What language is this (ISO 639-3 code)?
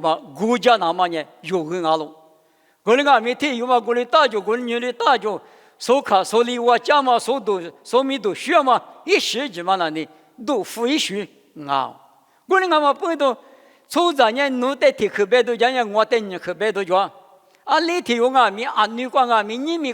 lis